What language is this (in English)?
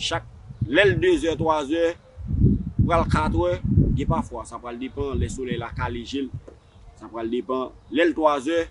Haitian Creole